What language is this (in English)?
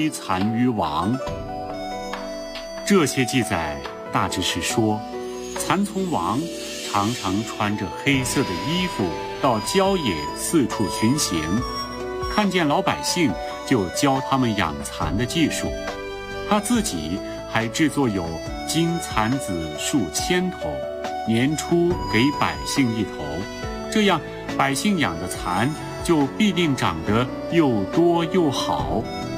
Chinese